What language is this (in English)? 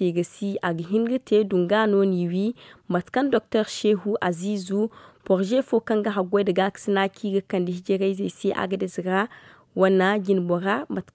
Zarma